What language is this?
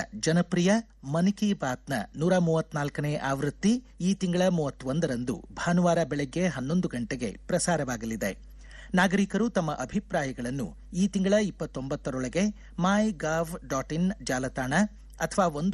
Kannada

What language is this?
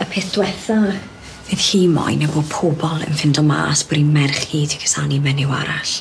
Welsh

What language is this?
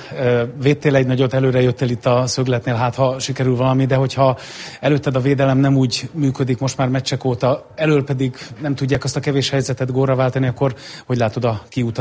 Hungarian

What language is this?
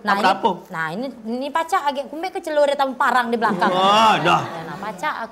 Musi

